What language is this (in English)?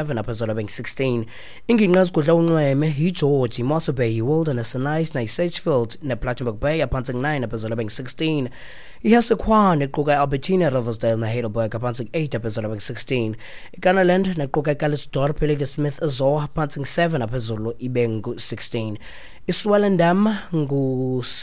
Xhosa